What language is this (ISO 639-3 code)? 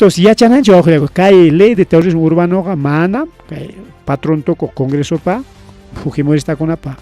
quy